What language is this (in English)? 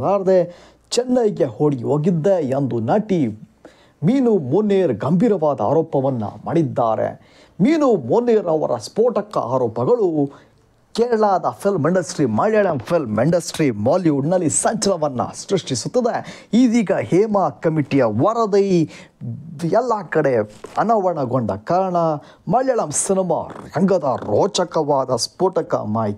Kannada